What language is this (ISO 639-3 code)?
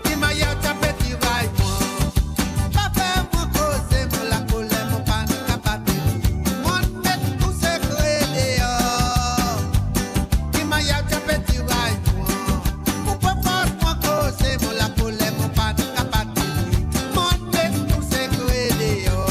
mfe